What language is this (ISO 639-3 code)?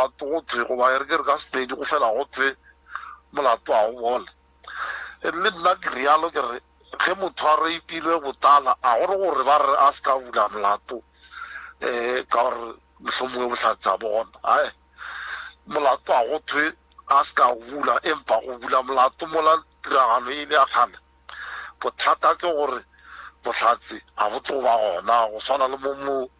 nso